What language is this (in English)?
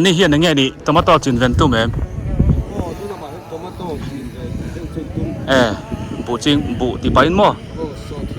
Biete